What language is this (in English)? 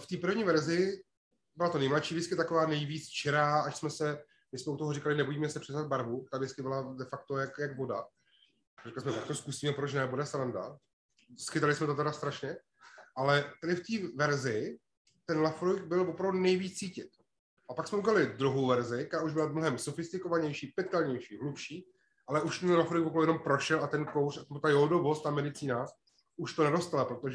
Czech